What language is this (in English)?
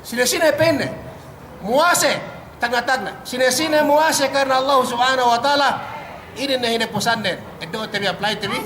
Yakan